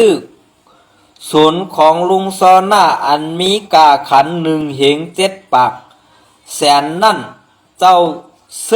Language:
Shan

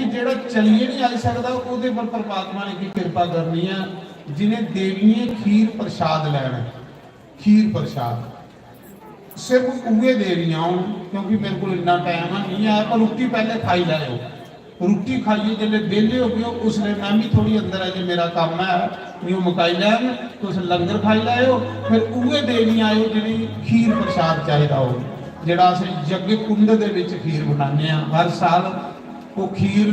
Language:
Dogri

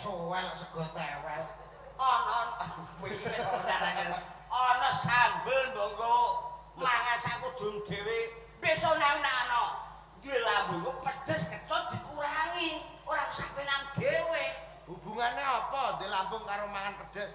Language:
Javanese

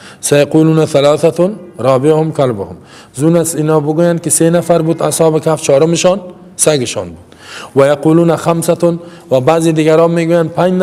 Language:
Persian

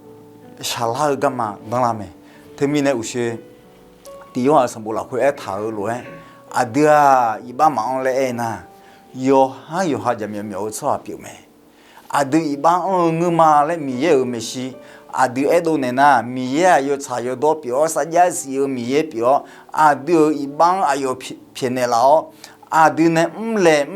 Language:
Akha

